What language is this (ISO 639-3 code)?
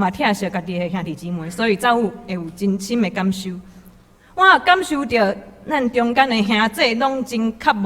nan